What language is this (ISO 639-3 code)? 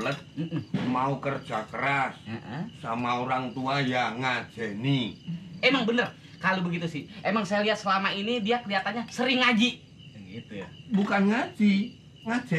bew